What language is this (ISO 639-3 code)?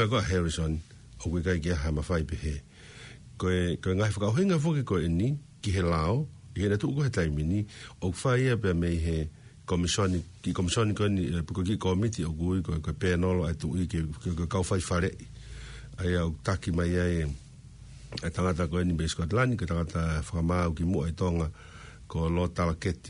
ton